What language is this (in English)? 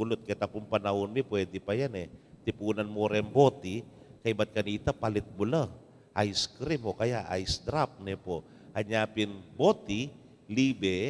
Pampanga